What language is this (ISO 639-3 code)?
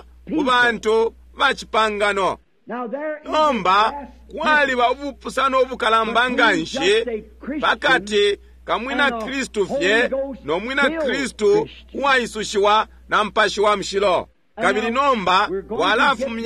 bem